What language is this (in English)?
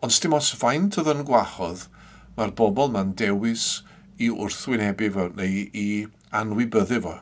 Welsh